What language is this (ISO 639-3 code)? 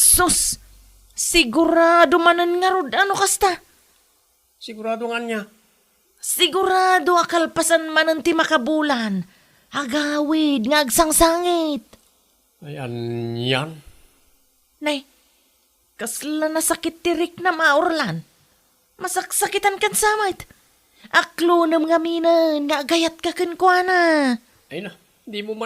ilo